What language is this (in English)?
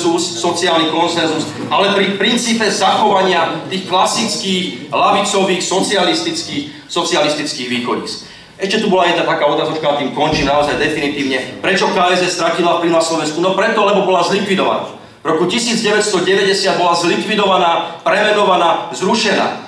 Slovak